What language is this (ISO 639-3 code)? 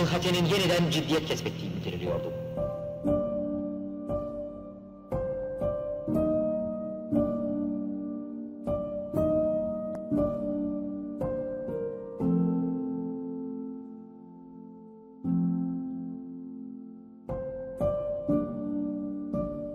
tur